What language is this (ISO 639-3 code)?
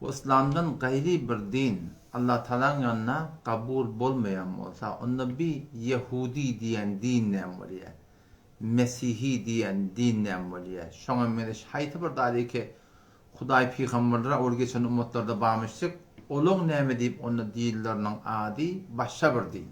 tuk